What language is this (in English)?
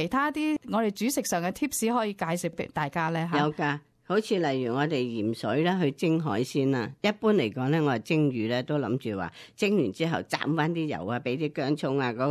Cantonese